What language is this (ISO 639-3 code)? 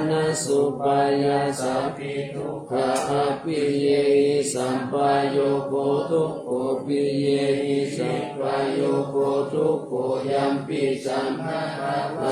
pli